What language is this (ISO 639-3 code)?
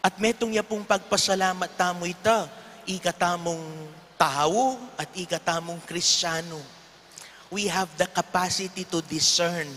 pam